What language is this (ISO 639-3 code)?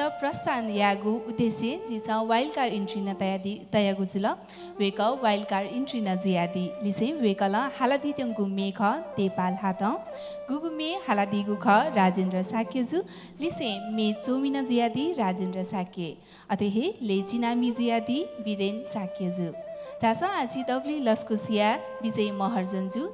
new